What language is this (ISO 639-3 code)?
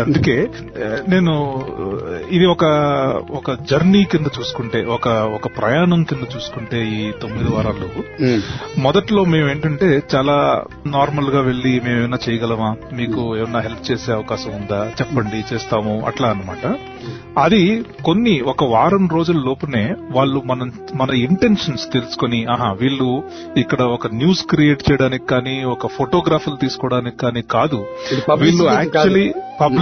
tel